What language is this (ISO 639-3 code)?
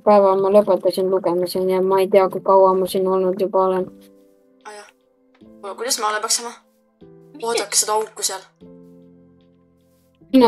est